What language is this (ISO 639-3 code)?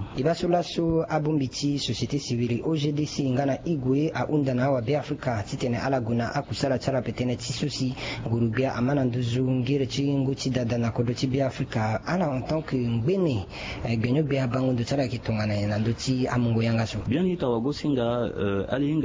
sag